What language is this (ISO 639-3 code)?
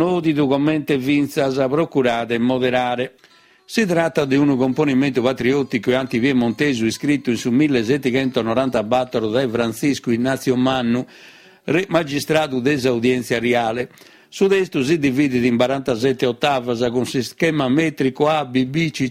srd